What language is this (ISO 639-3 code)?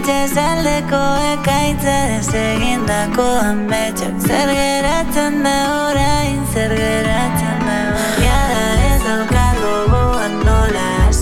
eus